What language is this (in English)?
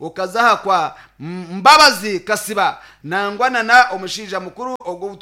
Nyankole